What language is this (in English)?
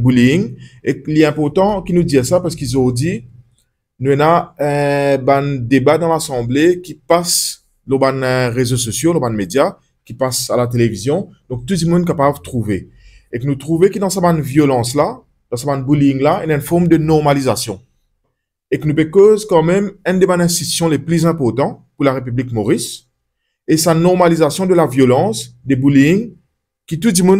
Morisyen